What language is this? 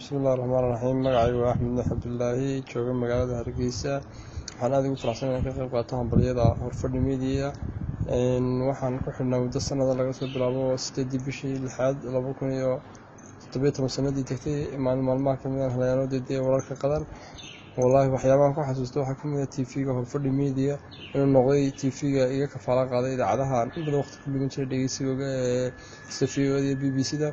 Somali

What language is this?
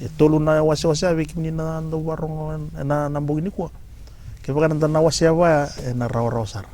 Fijian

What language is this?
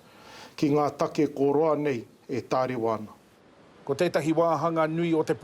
Māori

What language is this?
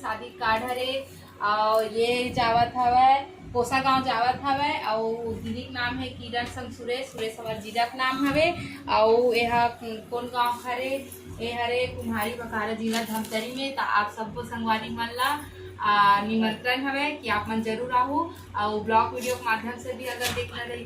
Chhattisgarhi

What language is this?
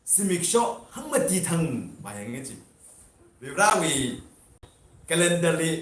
Tangkhul Naga (India)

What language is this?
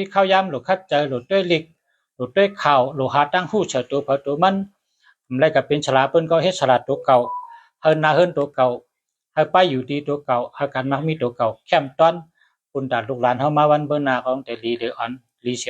Shan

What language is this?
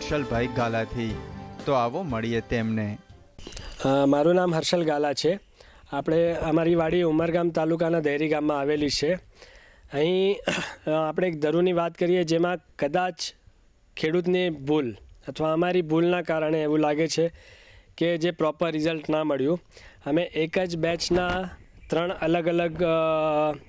Gujarati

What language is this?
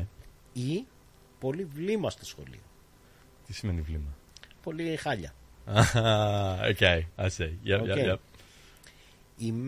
Greek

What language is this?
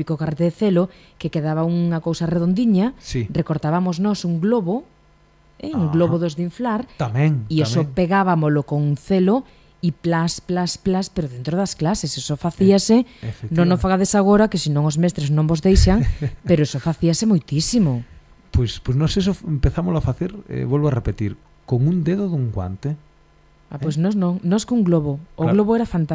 Galician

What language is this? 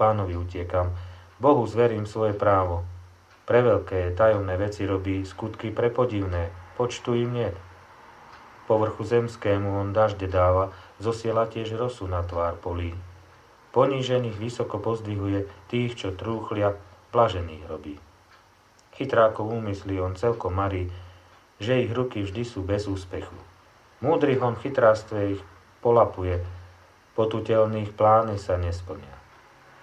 Slovak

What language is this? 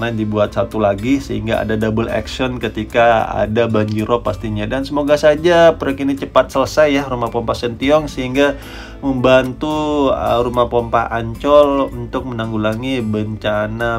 Indonesian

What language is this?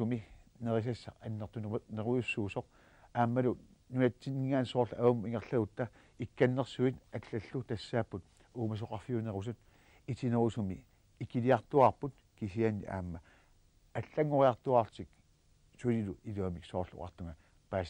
Kalaallisut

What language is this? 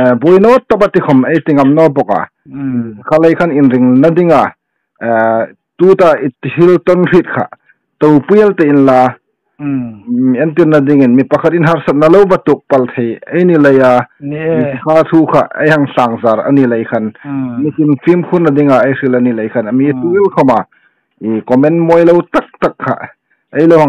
Hmar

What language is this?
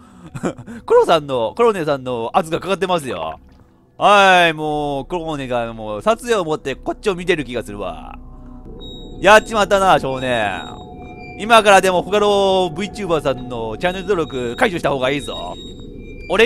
Japanese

